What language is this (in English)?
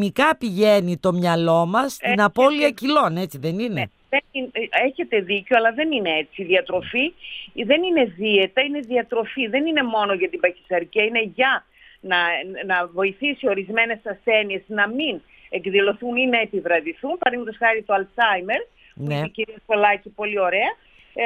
Greek